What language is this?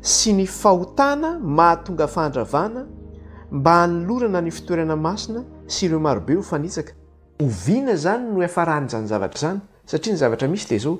Malagasy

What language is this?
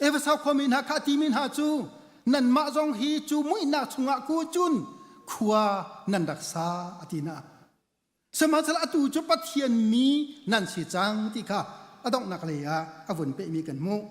Hakha Chin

